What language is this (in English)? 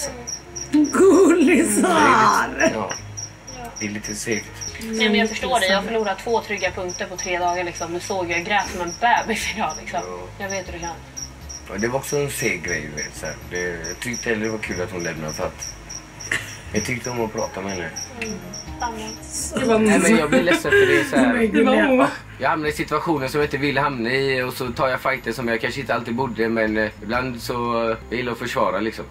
Swedish